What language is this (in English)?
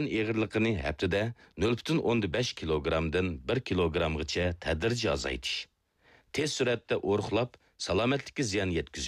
Uyghur